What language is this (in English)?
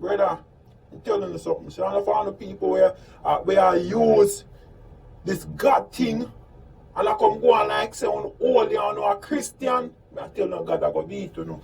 Jamaican Creole English